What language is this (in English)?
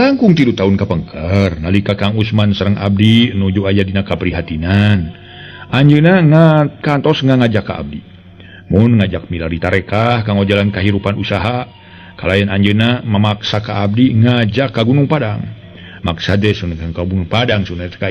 Sundanese